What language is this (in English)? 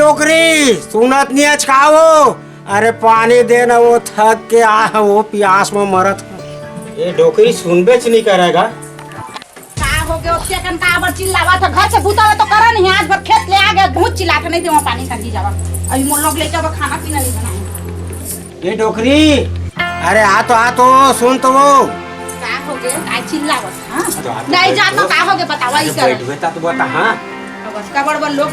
Chhattisgarhi